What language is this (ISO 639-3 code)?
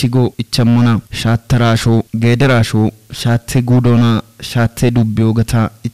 kbr